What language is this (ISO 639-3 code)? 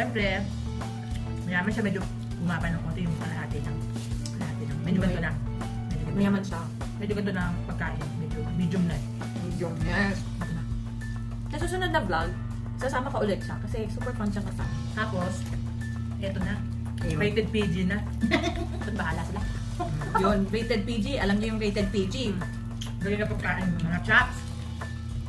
fil